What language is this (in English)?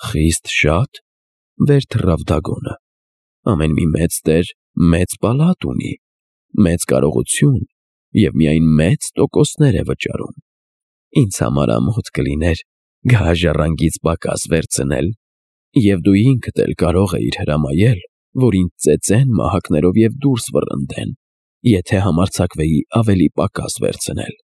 Armenian